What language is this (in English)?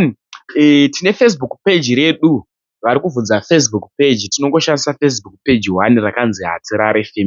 Shona